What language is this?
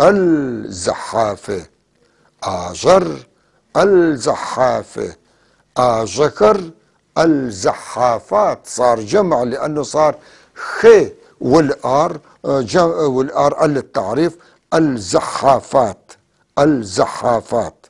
North Levantine Arabic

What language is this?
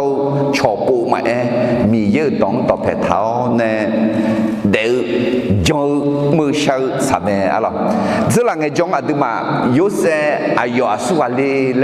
Akha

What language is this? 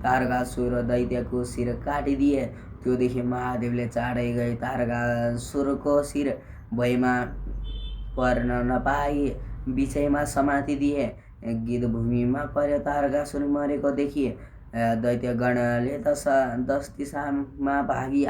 Nepali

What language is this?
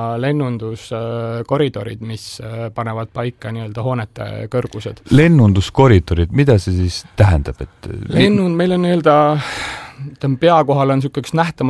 Estonian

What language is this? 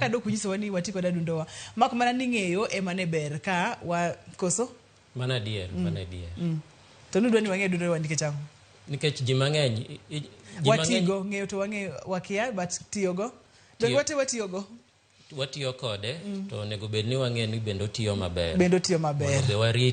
Luo (Kenya and Tanzania)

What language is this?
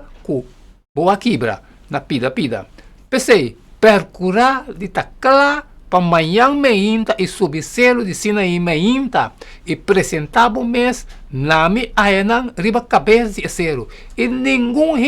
Papiamento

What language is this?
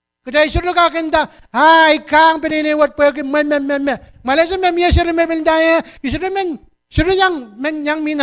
Pohnpeian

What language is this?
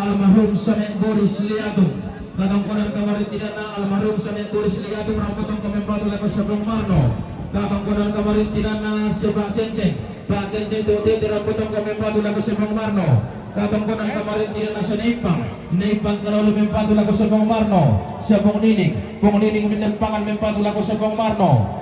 Toraja-Sa'dan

